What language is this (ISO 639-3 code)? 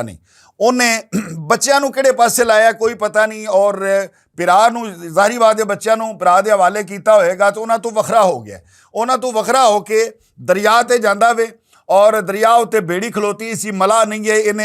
lah